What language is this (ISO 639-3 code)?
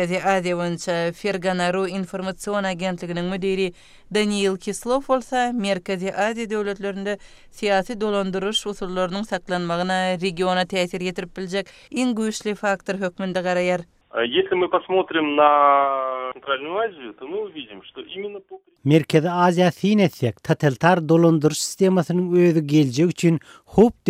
tuk